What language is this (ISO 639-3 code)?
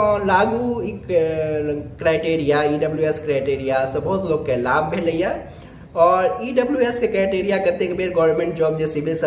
mai